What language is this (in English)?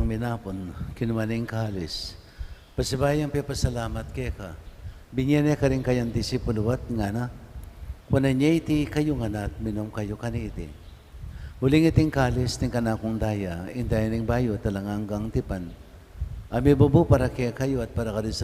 Pampanga